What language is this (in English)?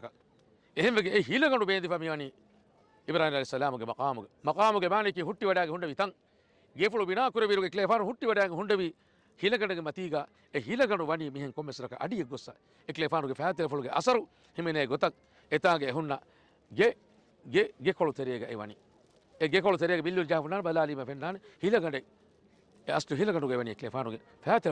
Divehi